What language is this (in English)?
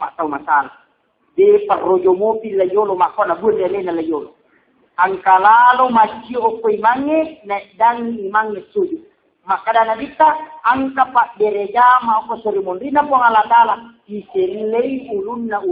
Buginese